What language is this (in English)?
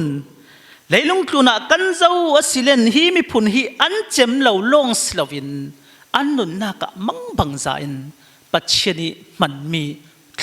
Falam Chin